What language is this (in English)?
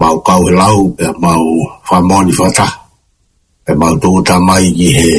Tongan